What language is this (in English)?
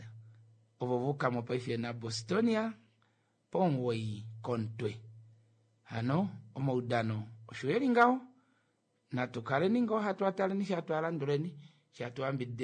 Kuanyama